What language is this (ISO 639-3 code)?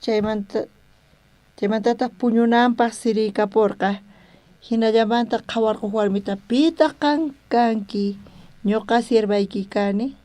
quh